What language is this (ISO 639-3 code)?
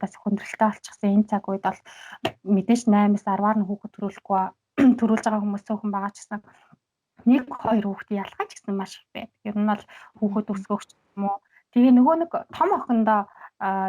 mon